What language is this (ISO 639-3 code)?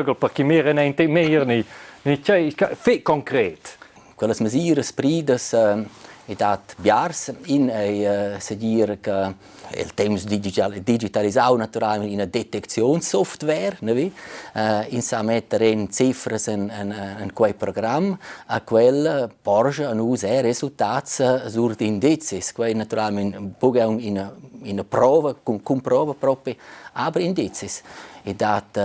roh